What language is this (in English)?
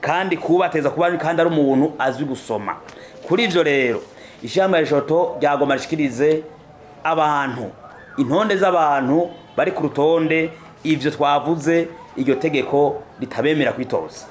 Rundi